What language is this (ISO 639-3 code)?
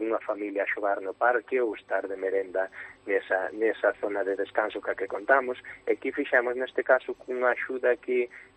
glg